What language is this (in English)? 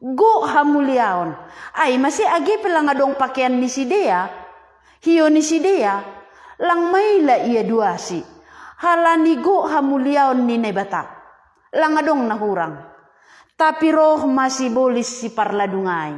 Batak Simalungun